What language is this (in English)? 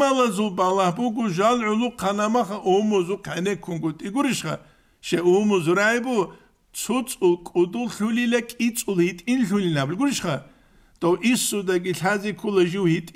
Avaric